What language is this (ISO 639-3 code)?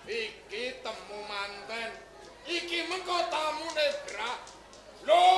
jav